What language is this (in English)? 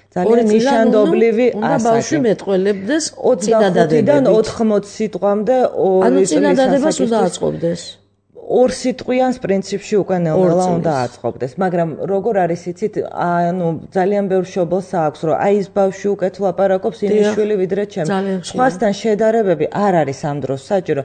Georgian